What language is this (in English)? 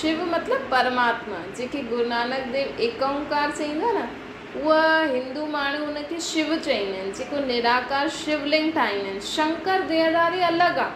Sindhi